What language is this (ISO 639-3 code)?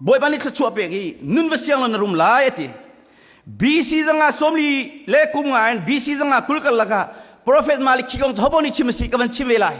cnh